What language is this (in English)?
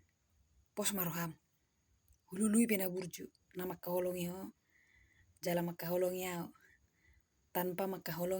Batak Toba